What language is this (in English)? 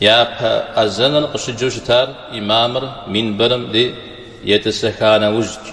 Kabardian